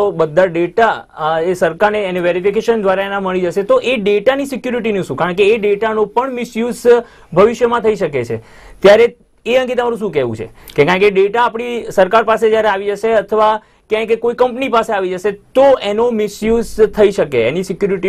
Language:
Gujarati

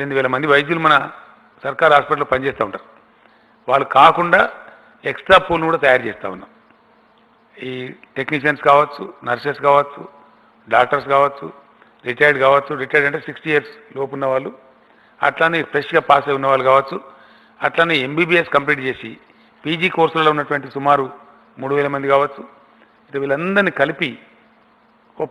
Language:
Telugu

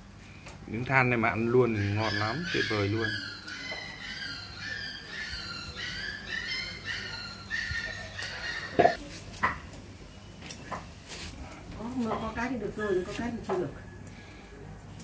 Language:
Vietnamese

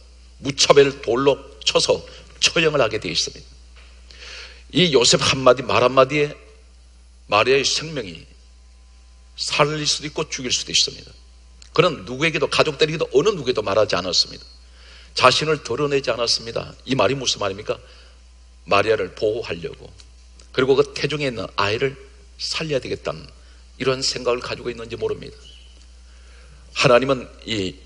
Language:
Korean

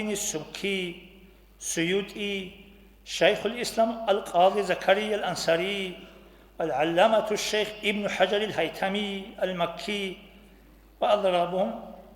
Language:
Avaric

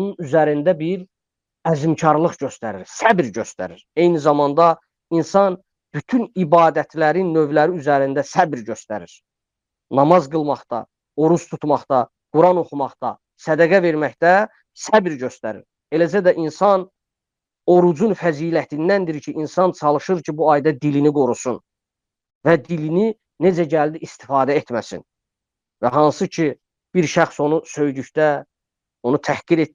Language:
Azerbaijani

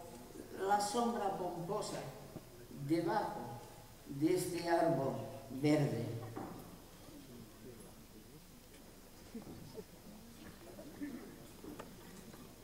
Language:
Spanish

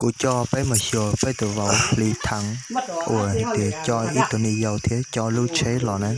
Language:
Hmong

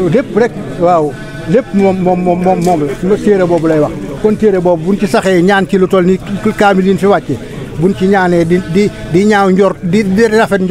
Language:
Wolof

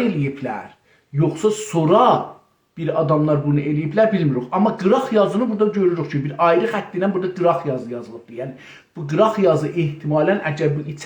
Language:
South Azerbaijani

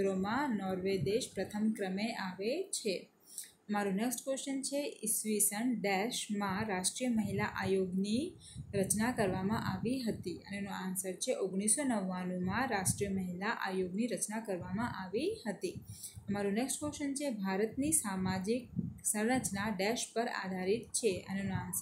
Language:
Gujarati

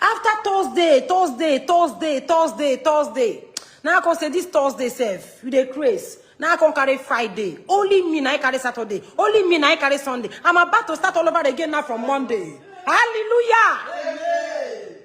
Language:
Nigerian Pidgin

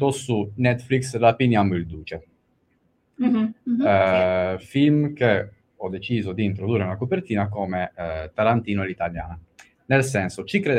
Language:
Italian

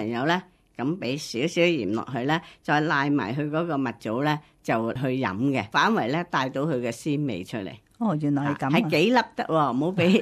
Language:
Cantonese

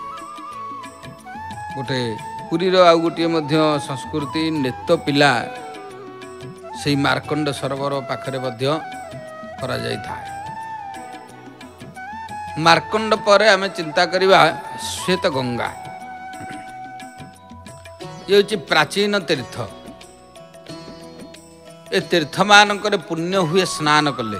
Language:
Odia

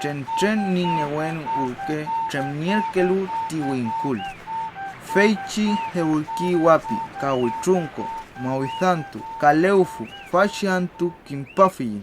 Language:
Mapuche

